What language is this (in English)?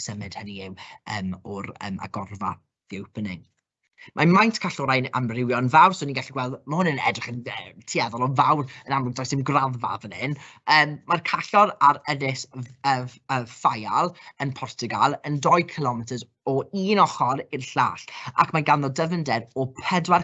Welsh